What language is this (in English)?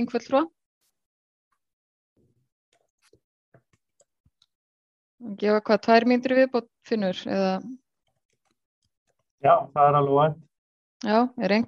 Icelandic